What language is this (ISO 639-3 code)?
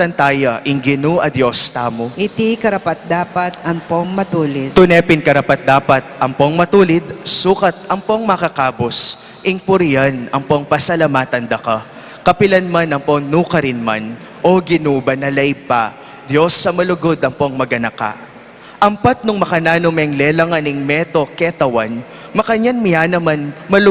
pam